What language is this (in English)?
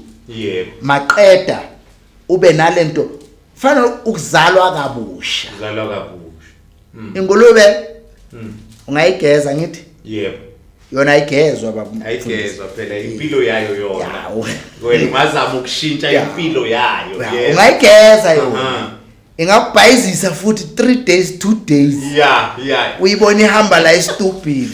Zulu